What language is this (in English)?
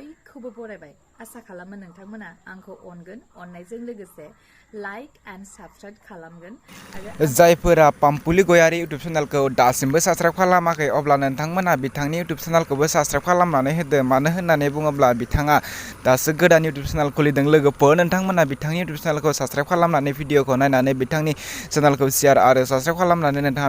Bodo